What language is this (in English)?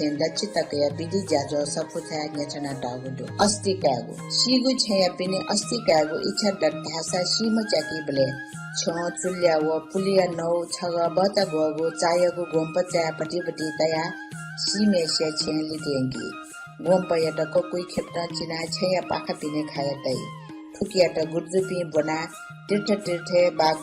Newari